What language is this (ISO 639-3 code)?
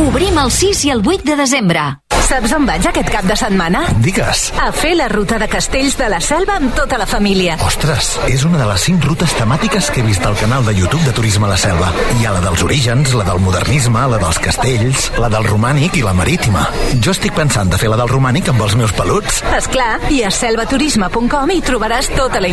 cat